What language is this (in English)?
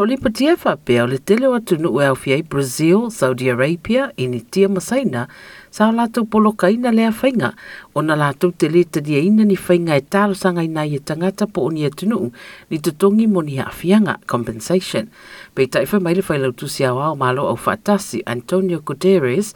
Samoan